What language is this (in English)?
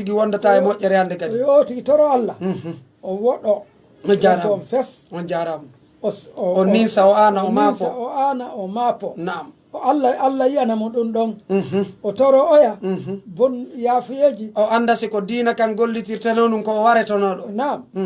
Pular